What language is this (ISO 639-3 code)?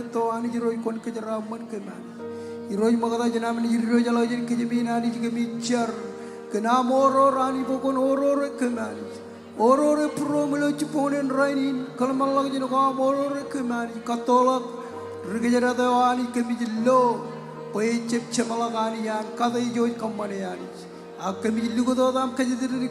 mah